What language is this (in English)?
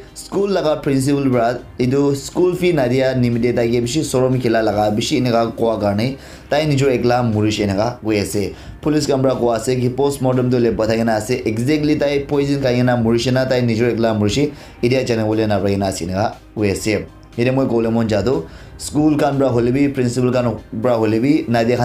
Naga Pidgin